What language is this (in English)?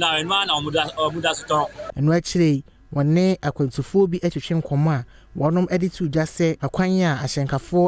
Akan